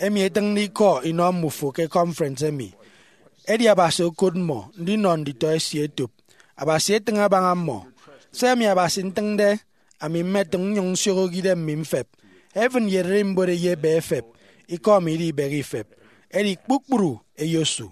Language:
Efik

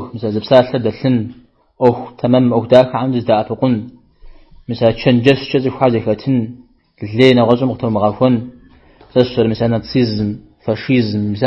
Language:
Kabardian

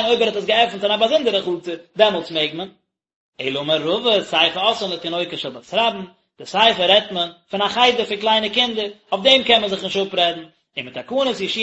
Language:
Yiddish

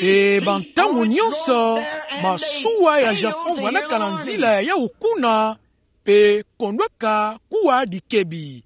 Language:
Kituba (Democratic Republic of Congo)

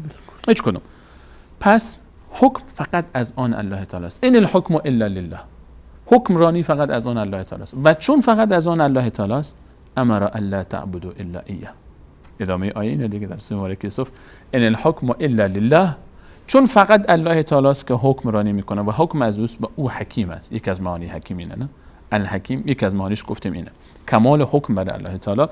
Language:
Persian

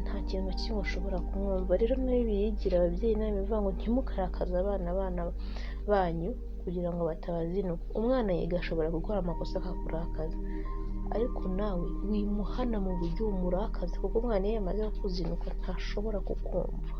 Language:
Kinyarwanda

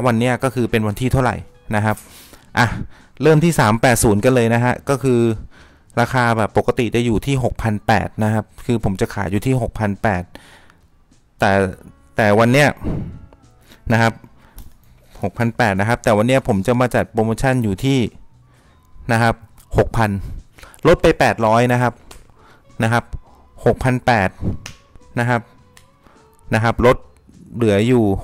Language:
Thai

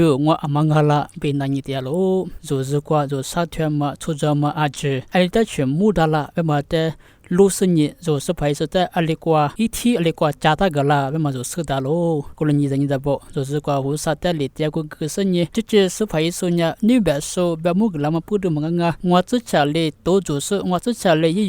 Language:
Lisu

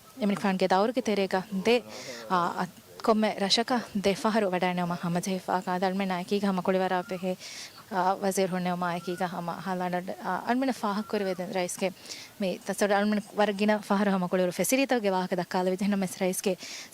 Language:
Divehi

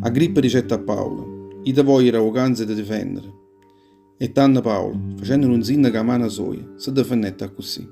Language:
Neapolitan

